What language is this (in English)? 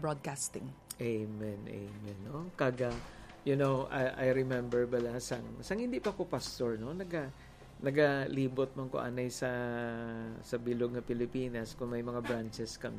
Hiligaynon